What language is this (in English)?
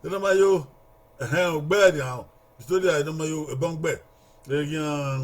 Bini